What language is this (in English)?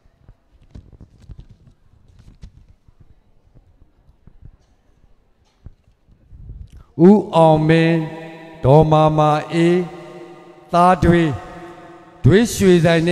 Burmese